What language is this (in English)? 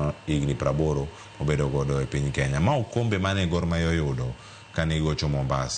Luo (Kenya and Tanzania)